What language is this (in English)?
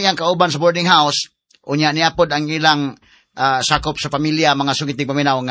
Cebuano